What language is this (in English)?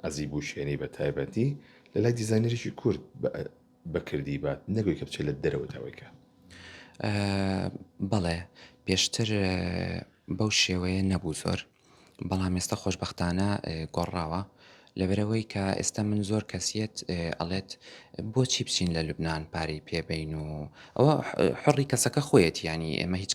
Central Kurdish